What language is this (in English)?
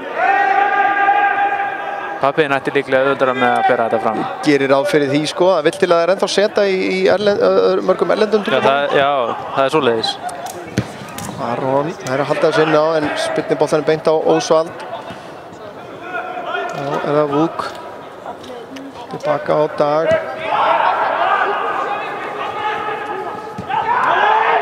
Icelandic